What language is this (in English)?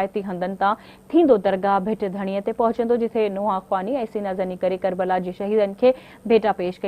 Sindhi